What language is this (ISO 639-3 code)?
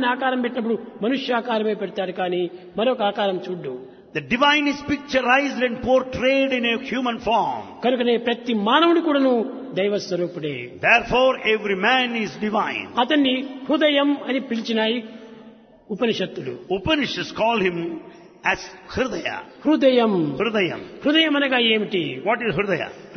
tel